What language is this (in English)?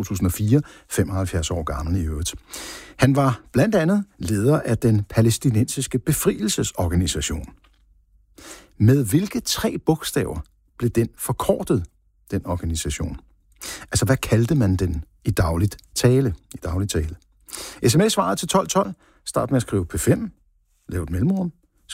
Danish